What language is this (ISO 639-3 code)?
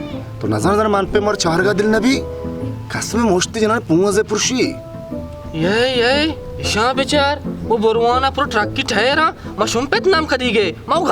bal